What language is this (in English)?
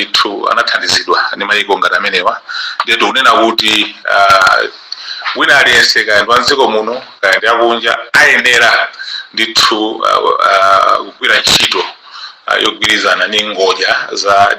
Nyanja